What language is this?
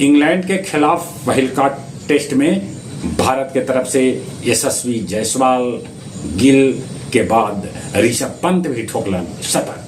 Magahi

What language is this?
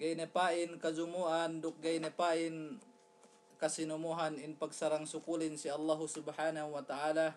Yakan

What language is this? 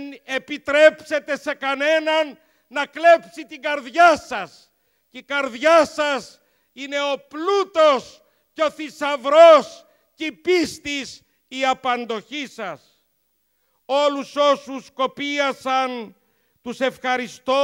Greek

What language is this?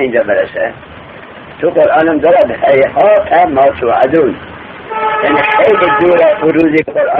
Persian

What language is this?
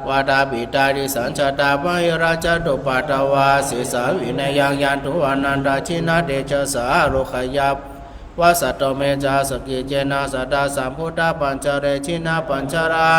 Pali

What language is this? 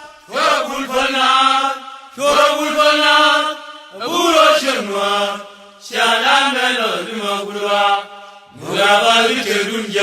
Nuer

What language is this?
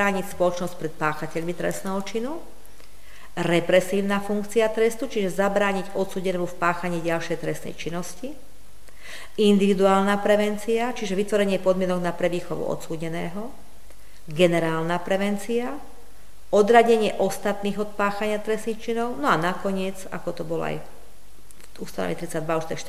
Slovak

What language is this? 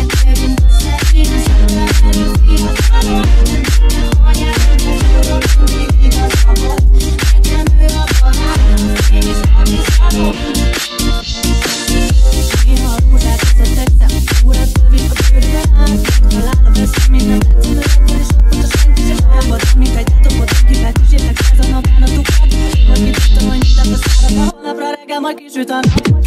Hungarian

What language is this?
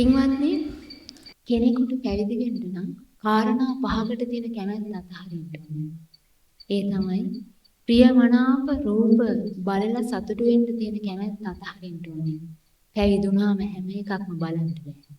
Sinhala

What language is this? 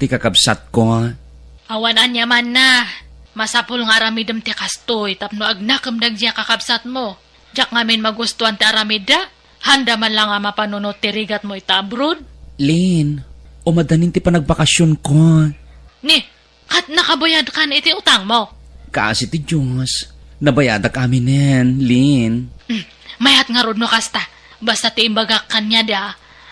Iloko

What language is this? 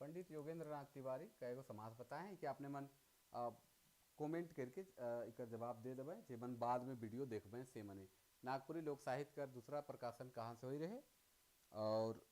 Sadri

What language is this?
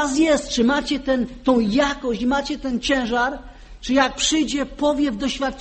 Polish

